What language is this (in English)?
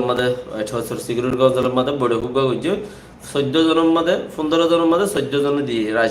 Rohingya